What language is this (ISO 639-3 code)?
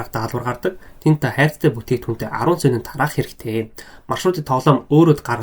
mon